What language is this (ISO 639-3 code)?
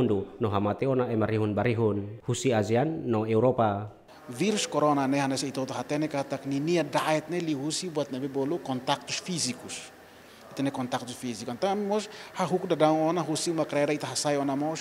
tet